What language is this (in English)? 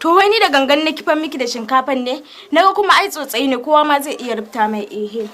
Hausa